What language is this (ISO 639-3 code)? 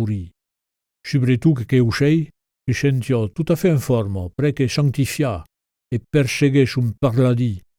oci